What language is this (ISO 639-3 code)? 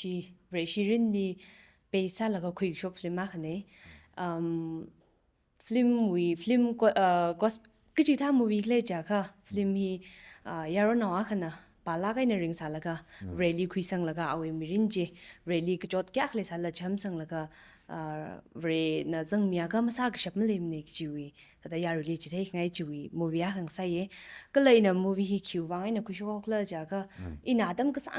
nmf